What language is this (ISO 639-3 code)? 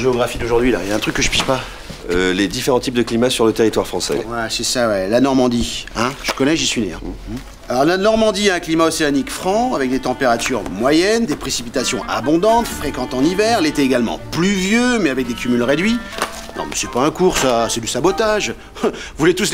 fra